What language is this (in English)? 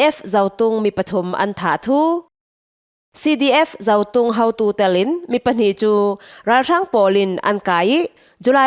Falam Chin